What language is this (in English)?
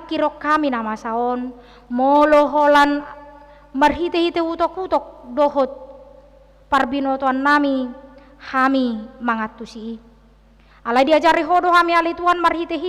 Batak Toba